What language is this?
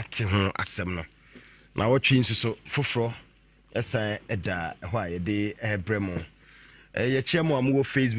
Akan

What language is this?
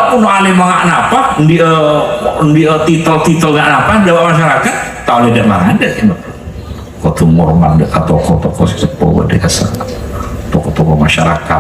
Madurese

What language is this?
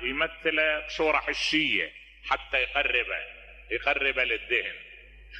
Mesopotamian Arabic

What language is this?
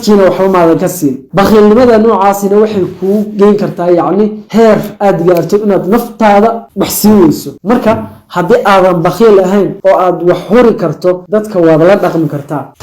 Somali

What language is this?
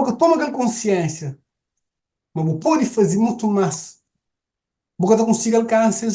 Kabuverdianu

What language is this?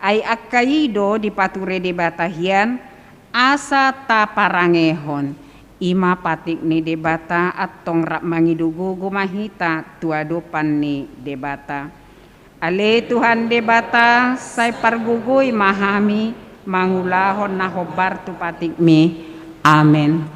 Batak Toba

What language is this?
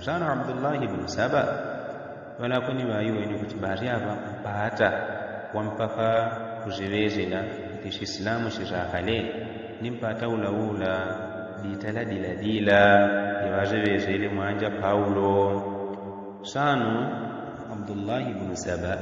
Yao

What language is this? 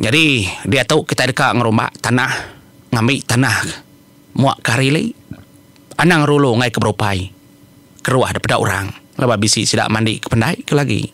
Iban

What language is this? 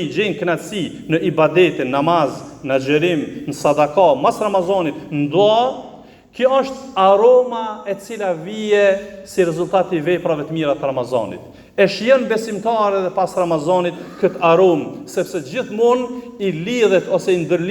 Albanian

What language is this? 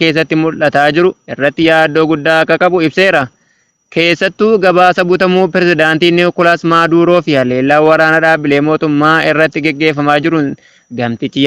Oromo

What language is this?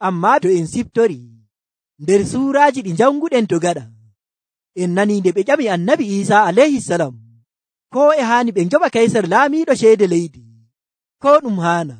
Nigerian Fulfulde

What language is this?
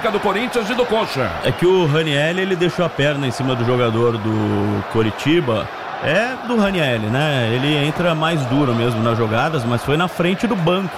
Portuguese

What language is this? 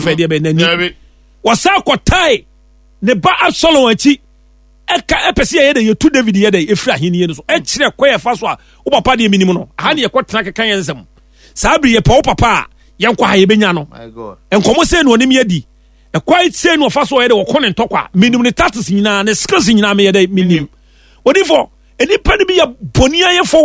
Akan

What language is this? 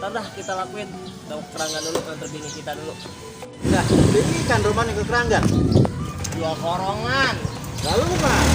Betawi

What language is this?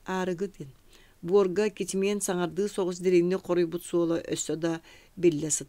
Yakut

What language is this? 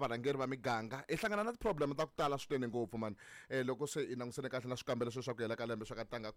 Tsonga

